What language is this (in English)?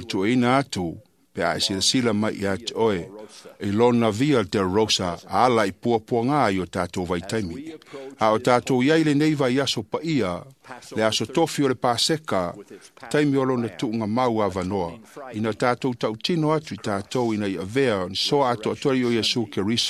Samoan